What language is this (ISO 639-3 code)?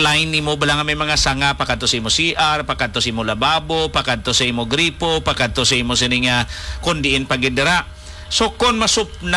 hil